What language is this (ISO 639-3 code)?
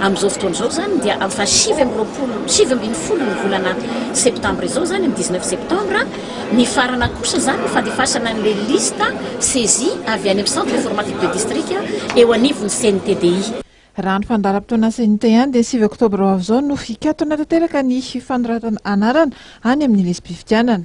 mlg